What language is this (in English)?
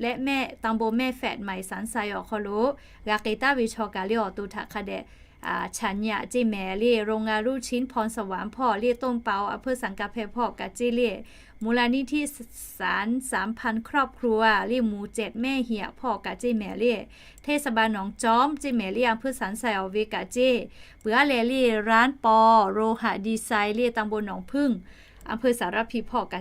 Lahu